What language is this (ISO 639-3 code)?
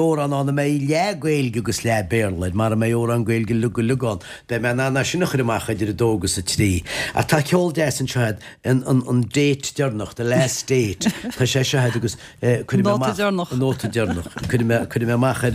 gle